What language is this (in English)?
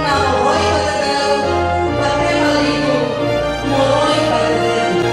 Nias